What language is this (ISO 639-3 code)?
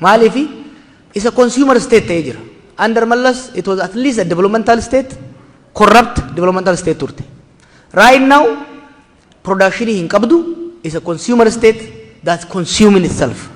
orm